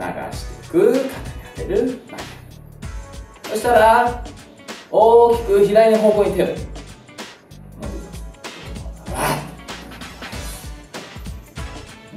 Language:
Japanese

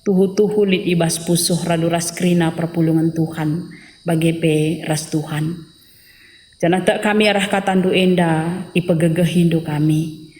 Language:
Batak Karo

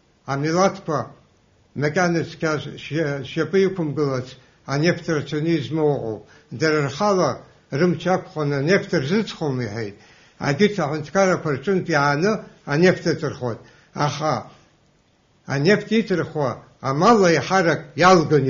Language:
Abkhazian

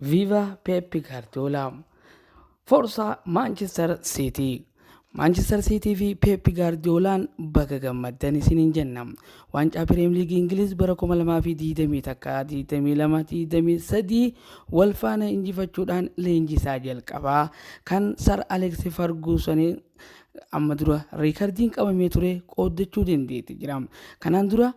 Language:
Oromo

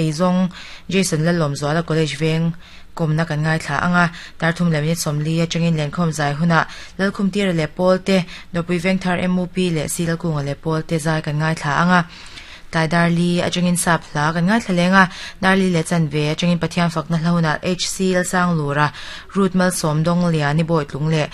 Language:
Mizo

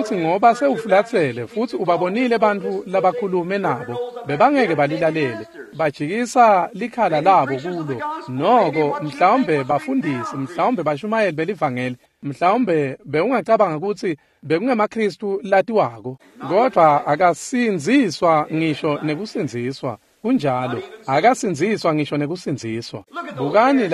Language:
Swati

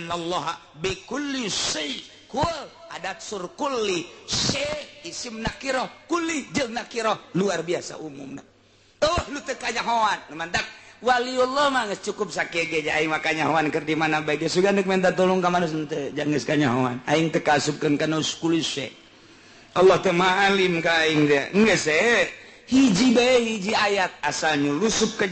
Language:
Sundanese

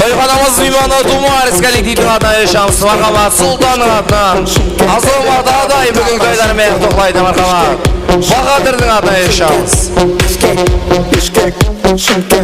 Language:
Kara-Kalpak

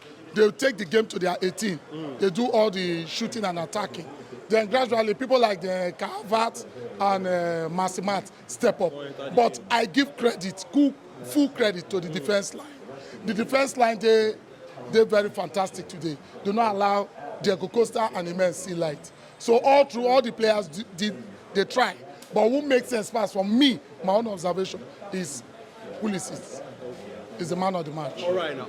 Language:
Nigerian Pidgin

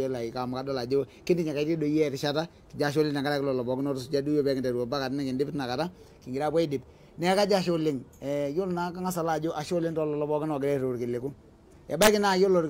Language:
Masai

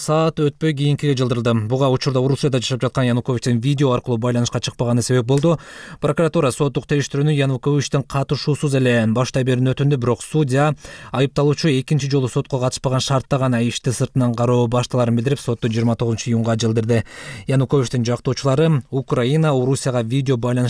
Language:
Kyrgyz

